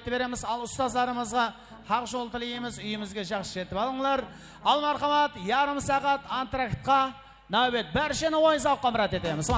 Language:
Kara-Kalpak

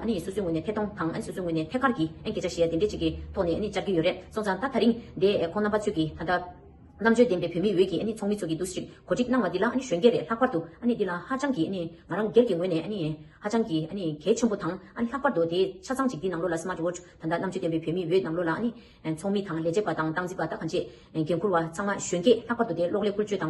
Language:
Tibetan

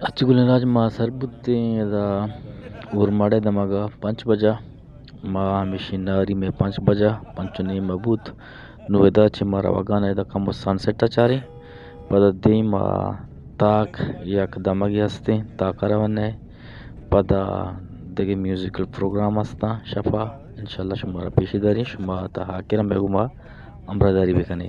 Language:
Eastern Balochi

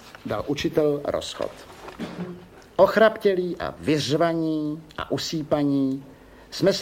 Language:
Czech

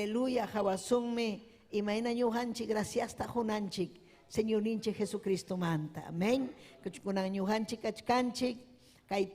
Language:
Ayacucho Quechua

